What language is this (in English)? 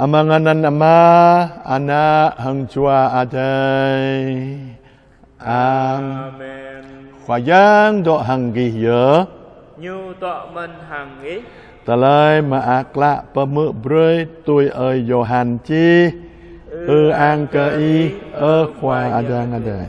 Jarai